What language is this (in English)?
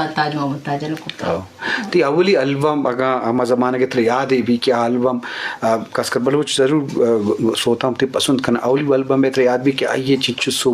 Eastern Balochi